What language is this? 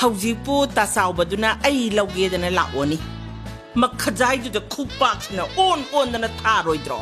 Manipuri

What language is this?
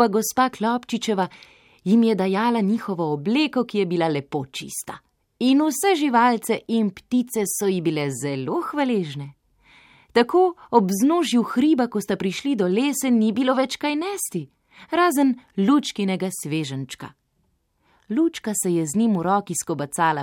Slovenian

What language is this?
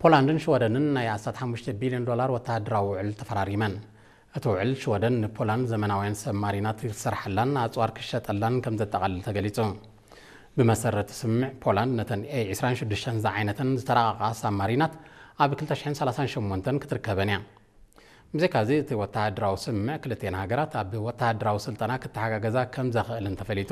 Tigrinya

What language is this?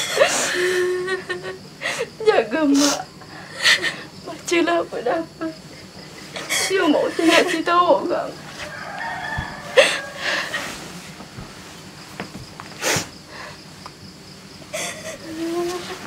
Malay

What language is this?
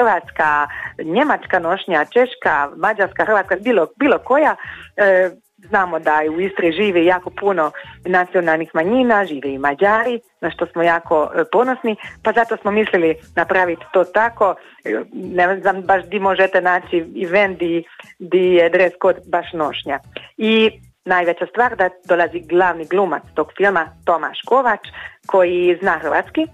Croatian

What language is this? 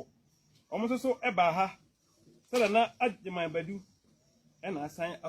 Akan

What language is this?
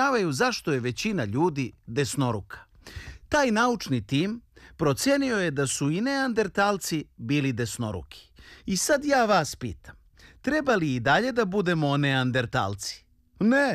Serbian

